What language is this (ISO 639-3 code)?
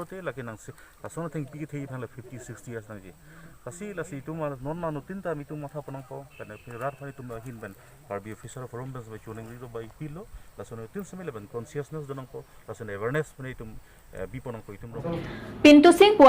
mjw